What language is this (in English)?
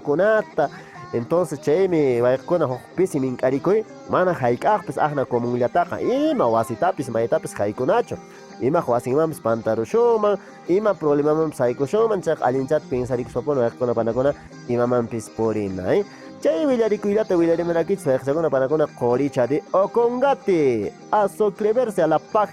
Quechua